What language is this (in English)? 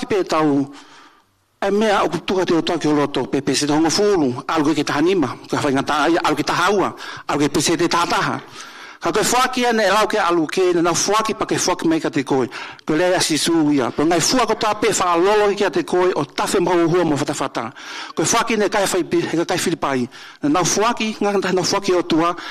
Tongan